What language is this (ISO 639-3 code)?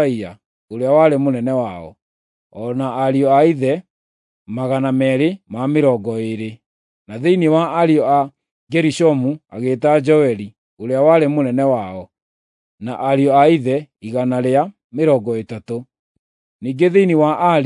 kik